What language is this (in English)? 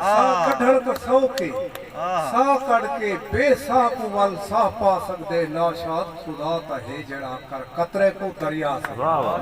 Saraiki